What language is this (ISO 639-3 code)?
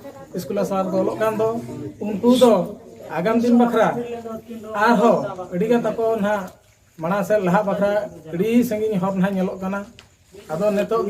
sat